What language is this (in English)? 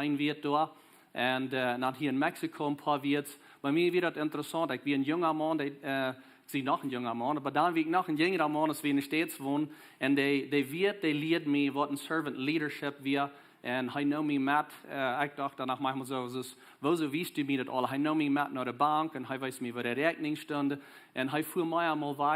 Plautdietsch